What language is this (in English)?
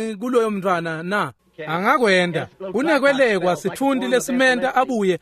Swati